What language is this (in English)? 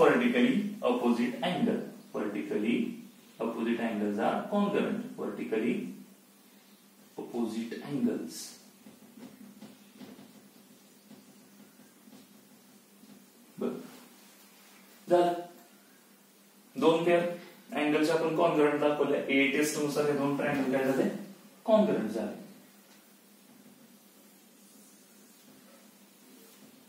Marathi